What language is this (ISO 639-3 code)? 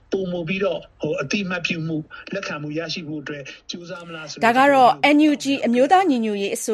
mya